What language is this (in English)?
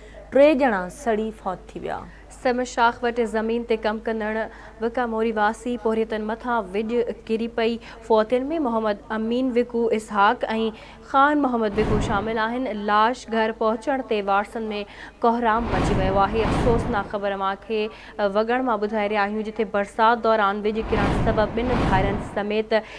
Sindhi